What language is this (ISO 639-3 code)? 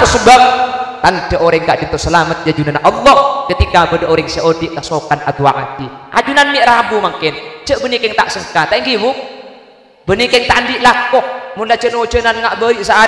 mad